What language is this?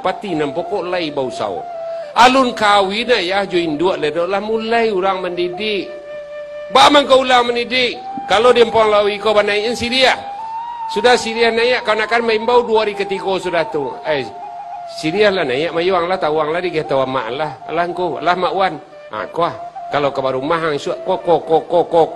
Minangkabau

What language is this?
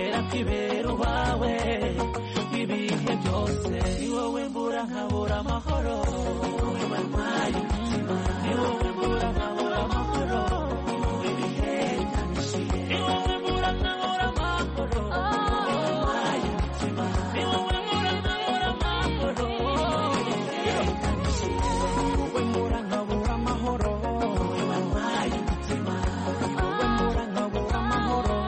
Kinyarwanda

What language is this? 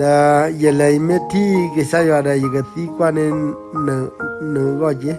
S'gaw Karen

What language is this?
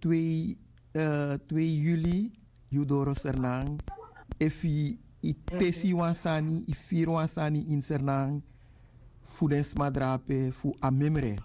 Sranan Tongo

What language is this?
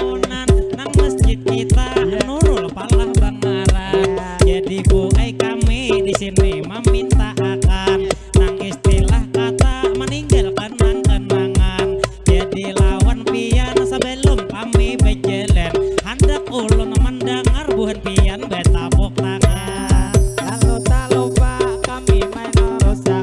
Banjar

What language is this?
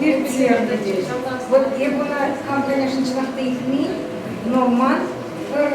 Chuvash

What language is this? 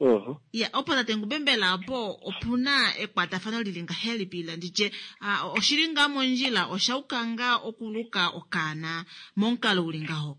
Kuanyama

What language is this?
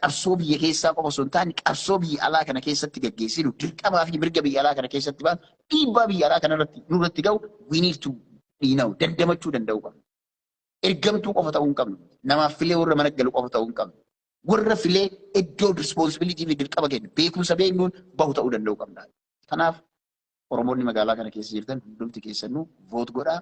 Oromo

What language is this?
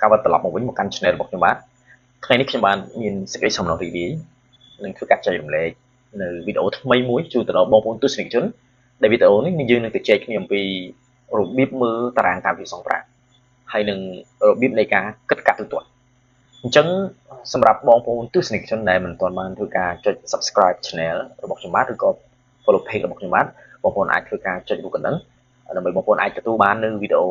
Khmer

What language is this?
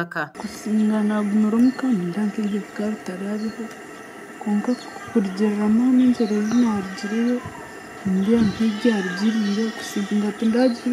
Nyankole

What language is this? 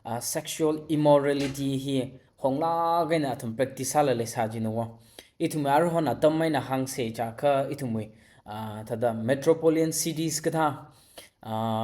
Tangkhul Naga (India)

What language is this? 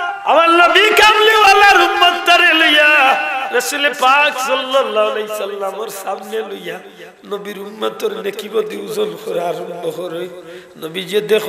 Sylheti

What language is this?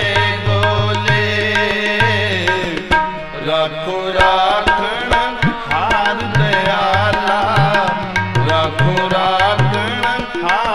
Punjabi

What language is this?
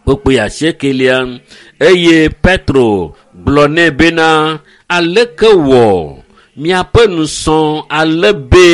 Ewe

